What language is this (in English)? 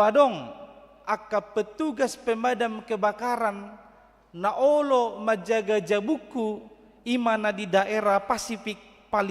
Batak Toba